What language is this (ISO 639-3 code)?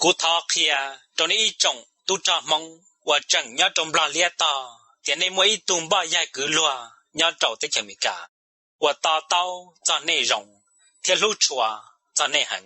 hmn